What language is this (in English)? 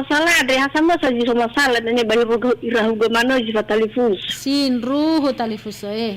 Nias